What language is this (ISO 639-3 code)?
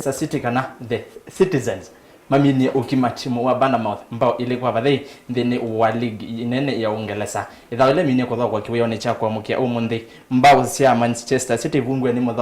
kam